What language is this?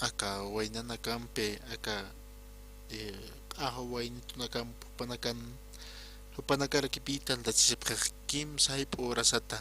Aymara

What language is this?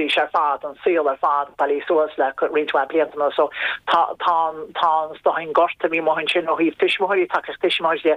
Irish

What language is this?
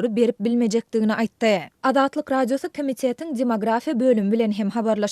Turkmen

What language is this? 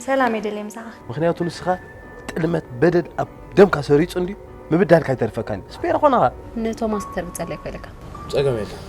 Tigrinya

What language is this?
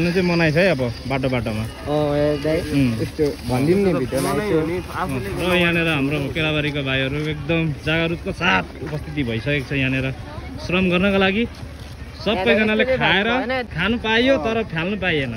Nepali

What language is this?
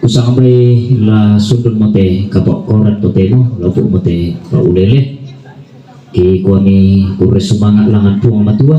Toraja-Sa'dan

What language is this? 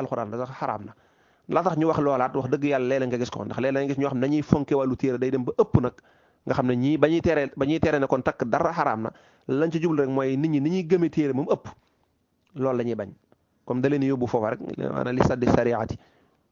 Wolof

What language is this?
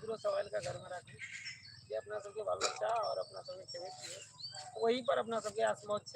Maithili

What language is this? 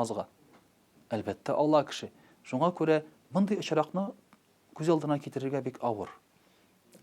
Tatar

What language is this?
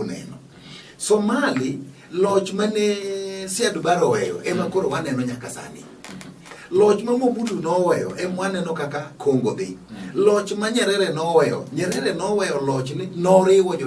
Luo (Kenya and Tanzania)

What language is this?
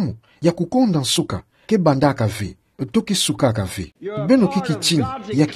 Kituba (Democratic Republic of Congo)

